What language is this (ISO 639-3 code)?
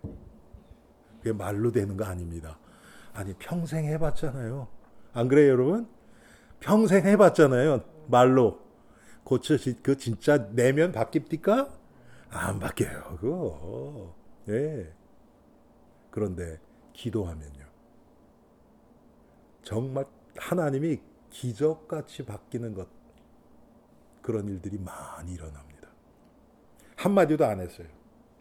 kor